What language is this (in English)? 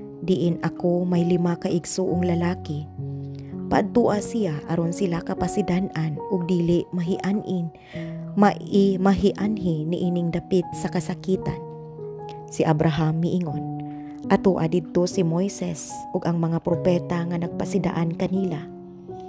Cebuano